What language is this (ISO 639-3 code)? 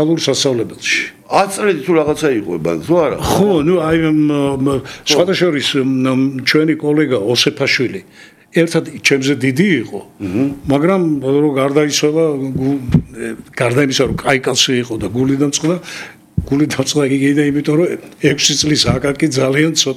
kat